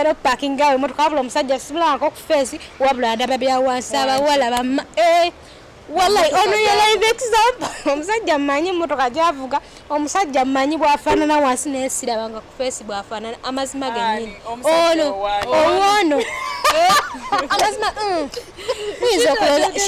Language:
Ganda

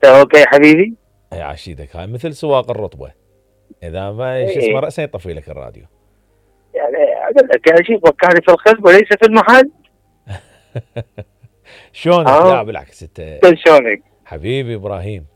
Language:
Mesopotamian Arabic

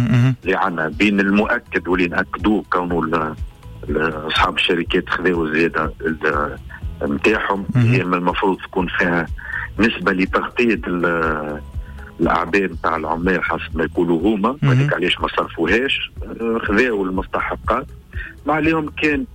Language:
Tunisian Arabic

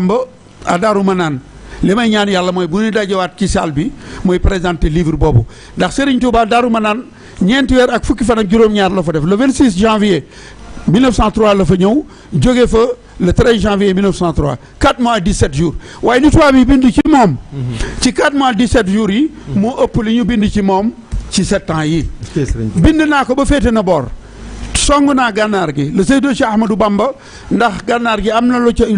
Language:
Wolof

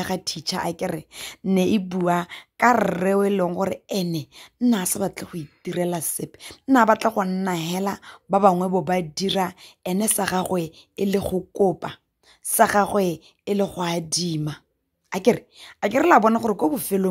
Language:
Tswana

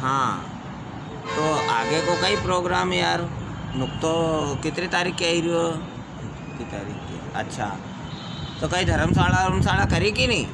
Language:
Rajasthani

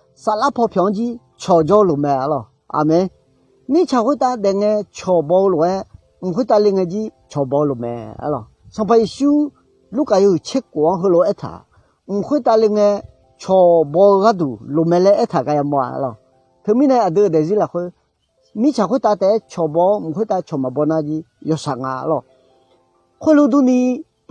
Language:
Akha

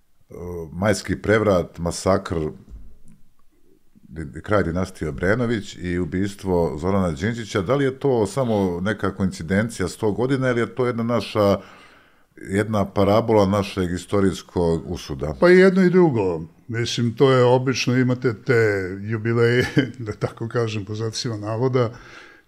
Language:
Serbian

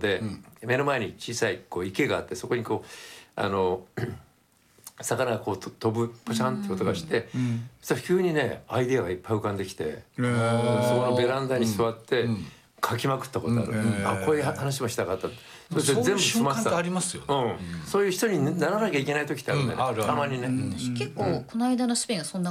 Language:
Japanese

